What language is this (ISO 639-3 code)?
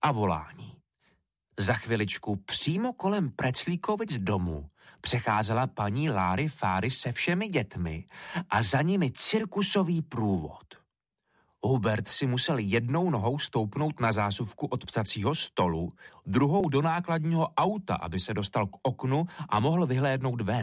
ces